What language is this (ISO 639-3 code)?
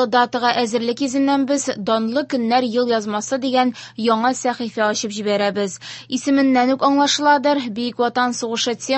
tat